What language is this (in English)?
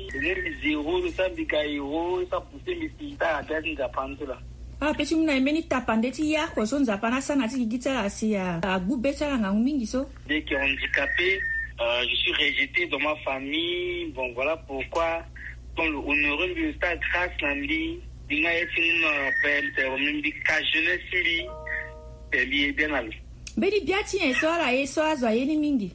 Sango